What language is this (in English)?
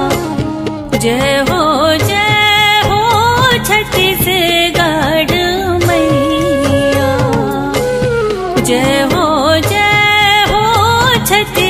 Chhattisgarhi